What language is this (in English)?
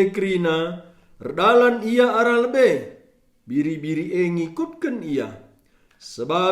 Batak Karo